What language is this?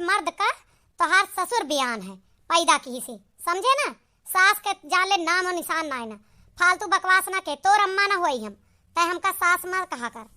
Awadhi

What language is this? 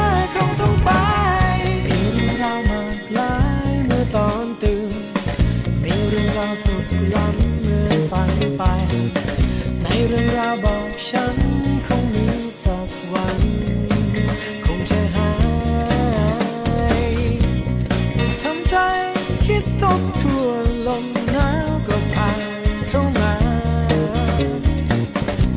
Thai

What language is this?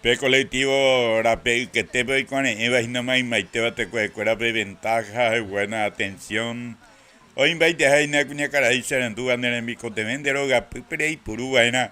Guarani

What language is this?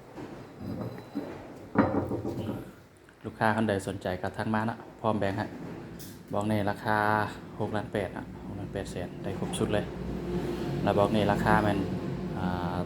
Lao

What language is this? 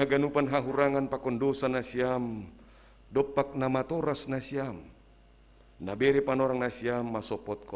Batak Simalungun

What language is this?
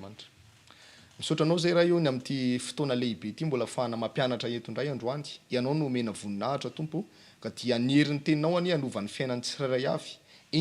Malagasy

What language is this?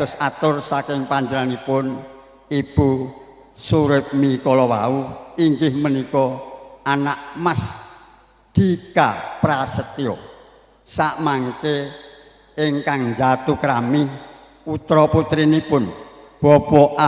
Javanese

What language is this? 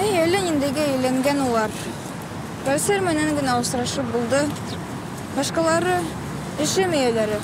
Bashkir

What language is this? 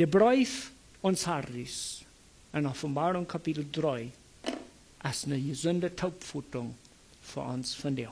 Plautdietsch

